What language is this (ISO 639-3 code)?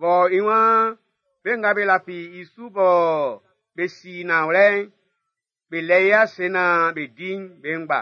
bci